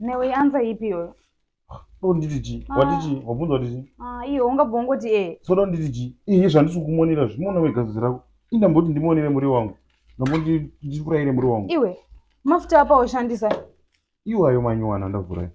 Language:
Shona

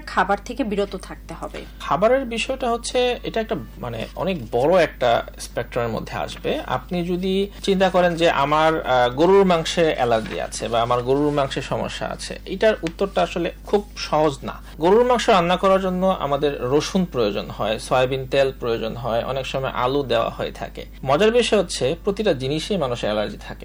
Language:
Bangla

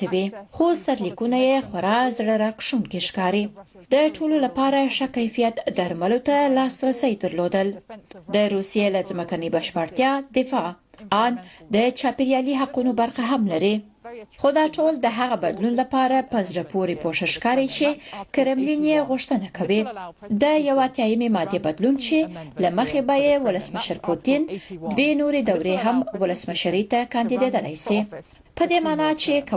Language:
Pashto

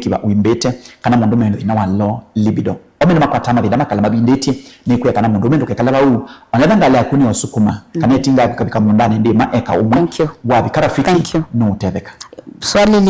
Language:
Kamba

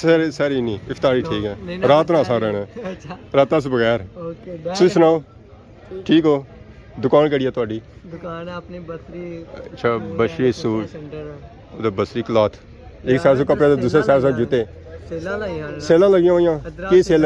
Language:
Pahari-Potwari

